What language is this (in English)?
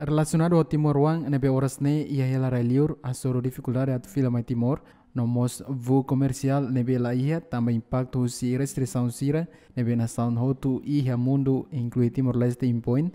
Tetum